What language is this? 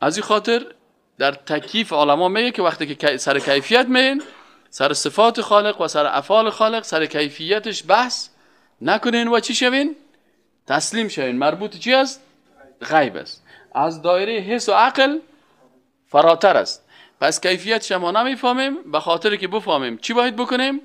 Persian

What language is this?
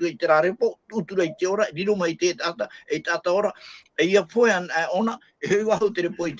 Tahitian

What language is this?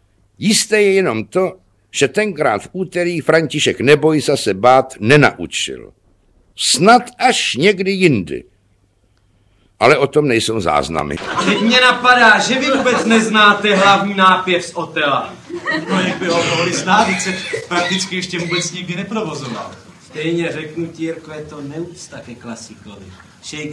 Czech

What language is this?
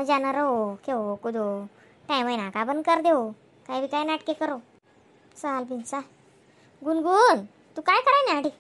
Khandesi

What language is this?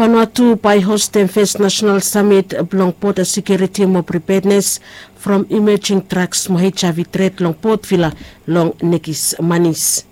Bislama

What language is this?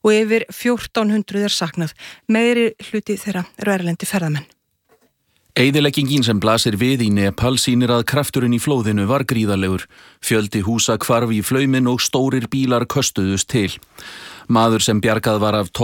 Icelandic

